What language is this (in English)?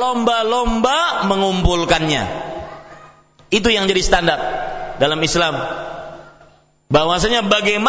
Indonesian